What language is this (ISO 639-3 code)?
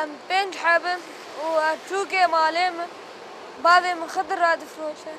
kur